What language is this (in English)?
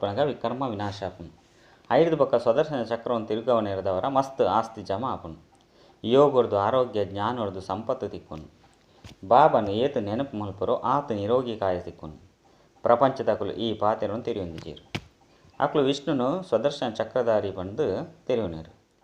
Tulu